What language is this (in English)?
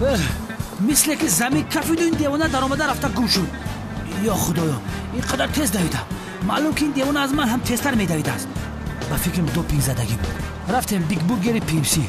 Tajik